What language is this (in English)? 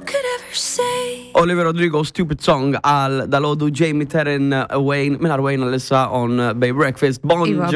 Maltese